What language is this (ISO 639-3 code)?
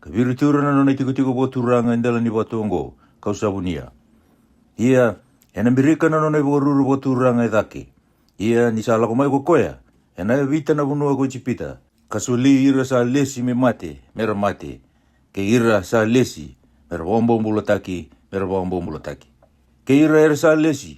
fij